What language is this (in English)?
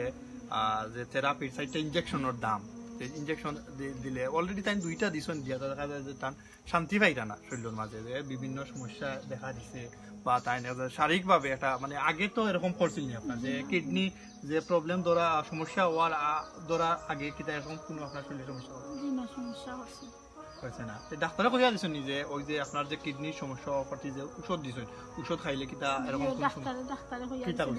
Sylheti